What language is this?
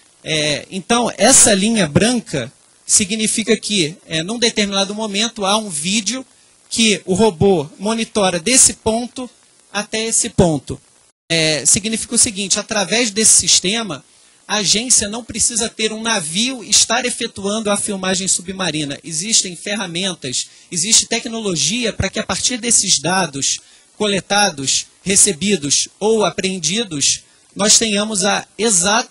Portuguese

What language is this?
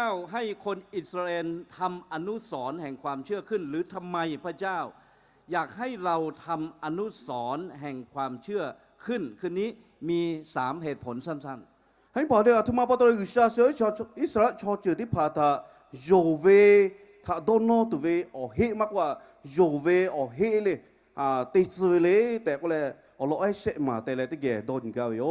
Lahu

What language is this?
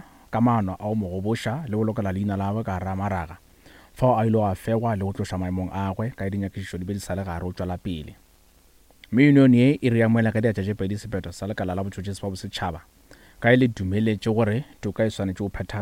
Northern Sotho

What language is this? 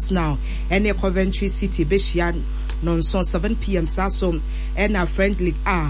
Akan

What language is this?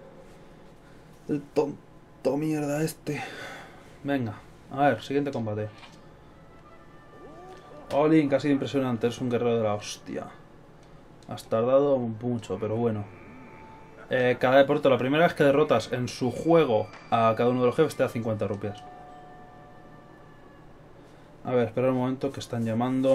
Spanish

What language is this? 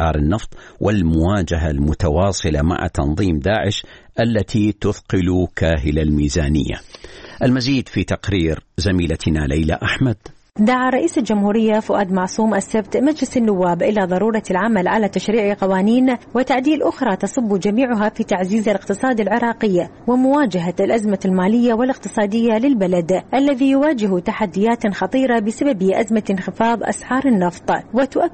Arabic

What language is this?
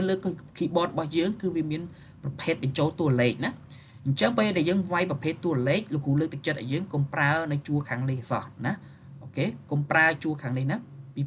Khmer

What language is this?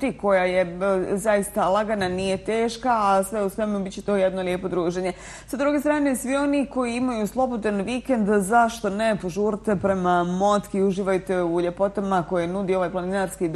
Bosnian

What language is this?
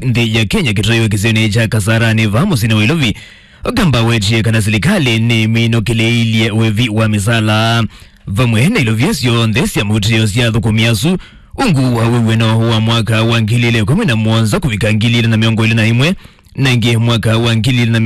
Kamba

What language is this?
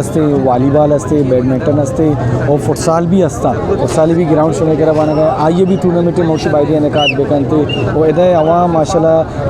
Eastern Balochi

